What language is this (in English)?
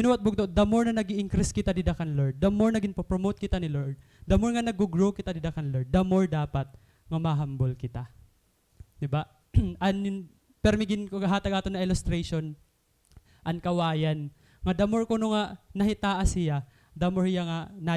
Waray